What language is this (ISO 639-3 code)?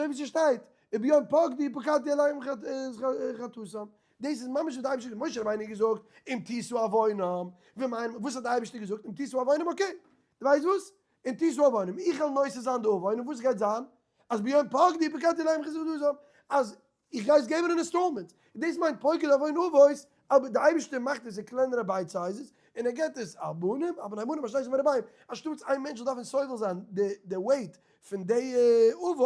yid